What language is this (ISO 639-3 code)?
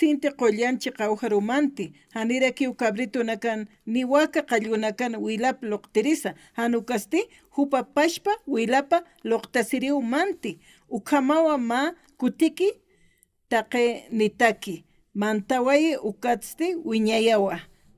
aym